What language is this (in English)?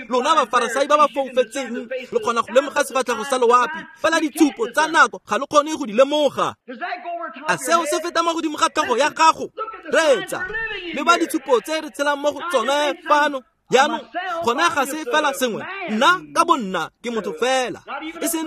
Tswana